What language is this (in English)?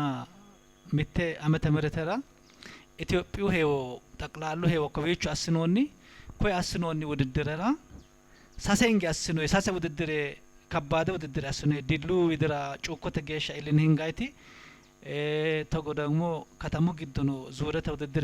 Sidamo